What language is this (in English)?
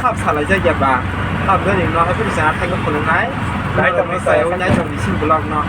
Kok Borok